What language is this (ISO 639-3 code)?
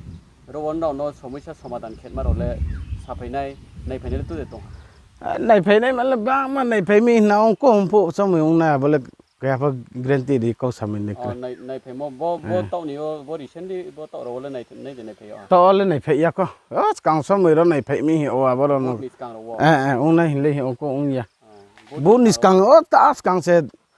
ria